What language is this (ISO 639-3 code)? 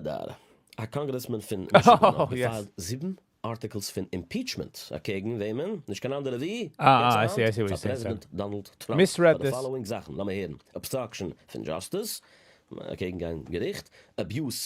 yid